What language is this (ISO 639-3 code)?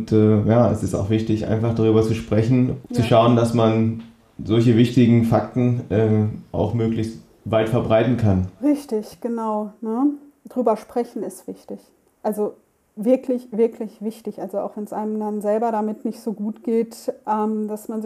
deu